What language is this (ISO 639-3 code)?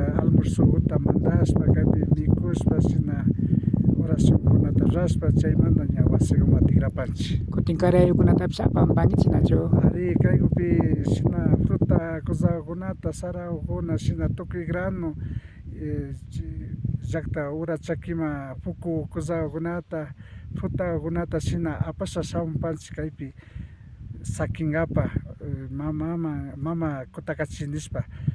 qvi